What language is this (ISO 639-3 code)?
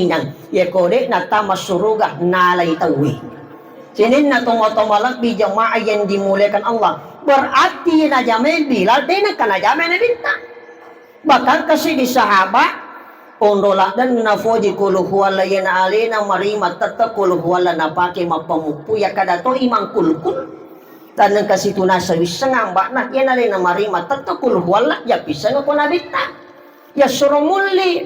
bug